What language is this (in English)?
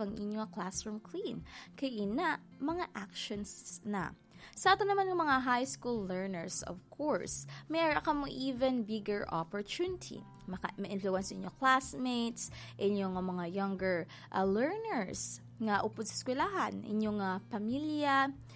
Hiligaynon